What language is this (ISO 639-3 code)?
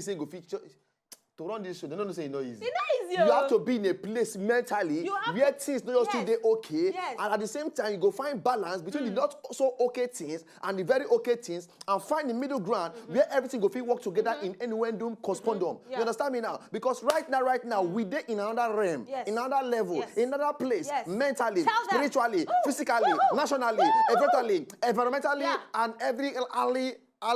pcm